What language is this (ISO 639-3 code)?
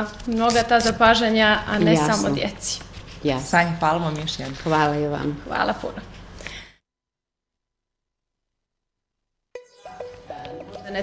srp